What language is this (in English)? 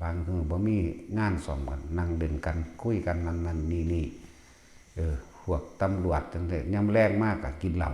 Northeastern Thai